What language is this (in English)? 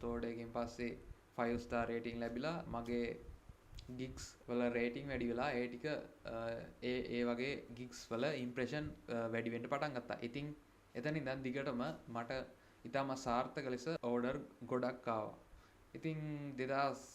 Sinhala